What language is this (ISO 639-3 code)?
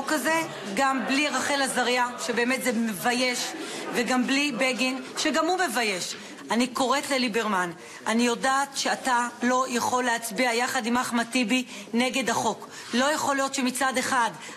heb